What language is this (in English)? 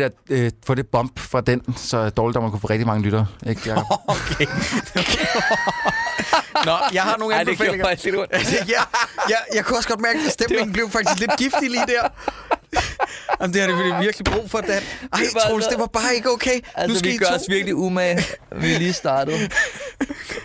Danish